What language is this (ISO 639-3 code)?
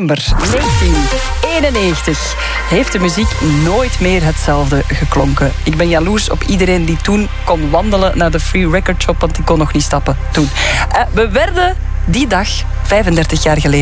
nld